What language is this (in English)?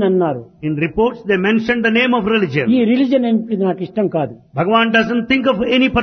Telugu